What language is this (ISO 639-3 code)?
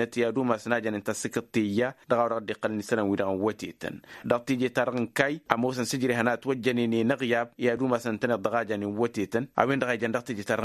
taq